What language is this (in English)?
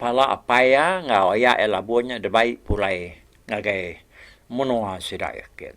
Iban